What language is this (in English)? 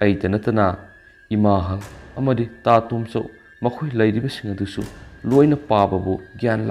Manipuri